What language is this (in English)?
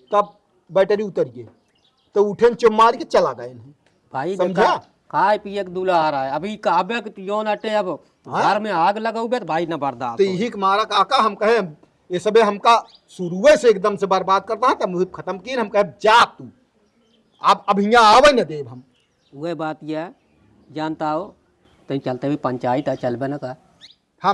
Awadhi